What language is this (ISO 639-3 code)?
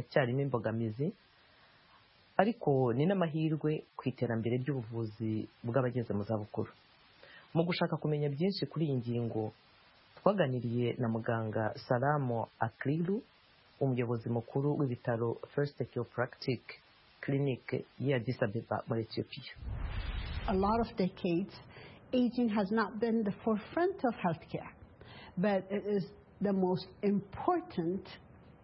kin